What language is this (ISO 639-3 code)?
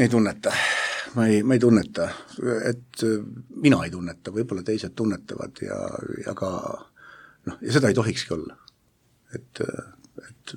est